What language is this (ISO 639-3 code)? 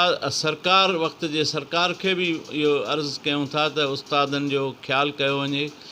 snd